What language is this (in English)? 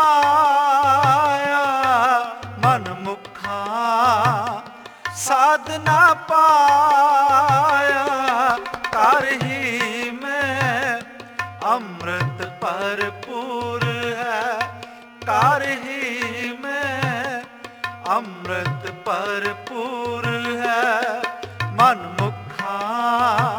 Punjabi